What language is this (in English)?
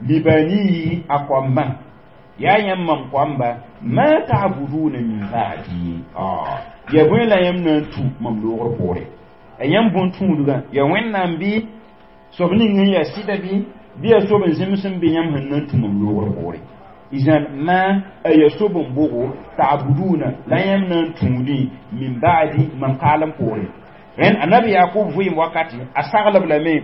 Mossi